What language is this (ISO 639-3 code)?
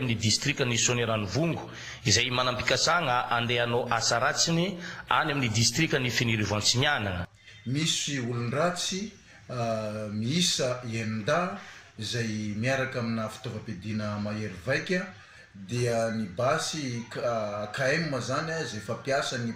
mlg